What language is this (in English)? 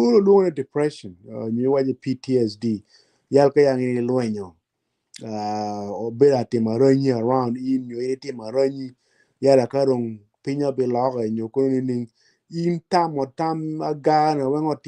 Acoli